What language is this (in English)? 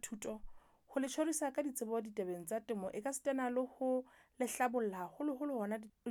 Southern Sotho